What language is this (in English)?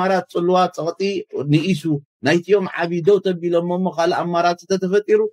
Tigrinya